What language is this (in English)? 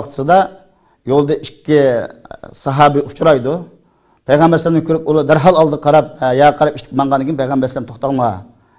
Uyghur